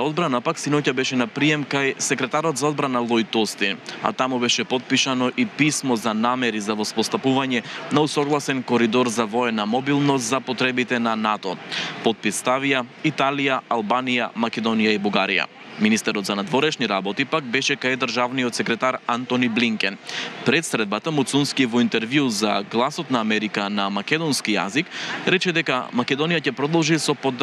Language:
Macedonian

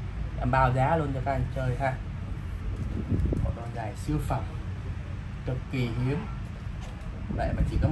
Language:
Vietnamese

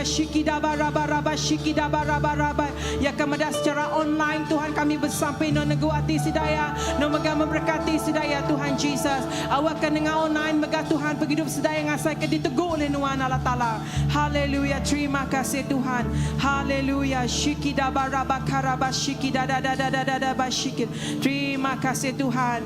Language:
Iban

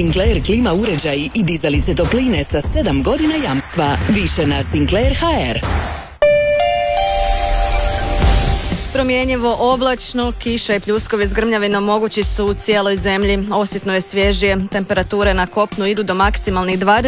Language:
Croatian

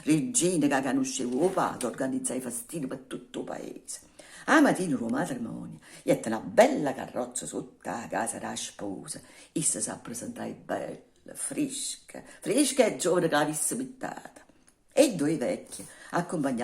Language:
Neapolitan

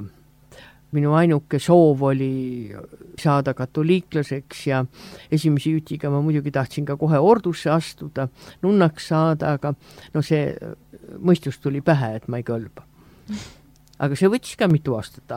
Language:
Estonian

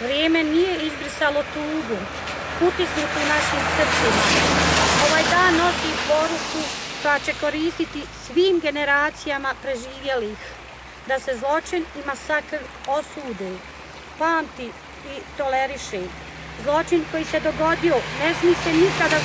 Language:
Bosnian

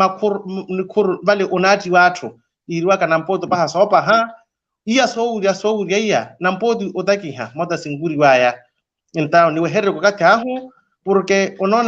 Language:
Makhuwa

